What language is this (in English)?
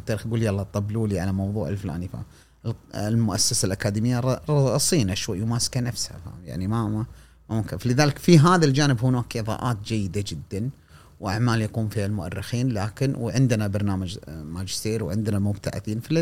Gulf Arabic